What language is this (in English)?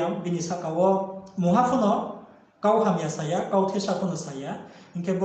Riang (India)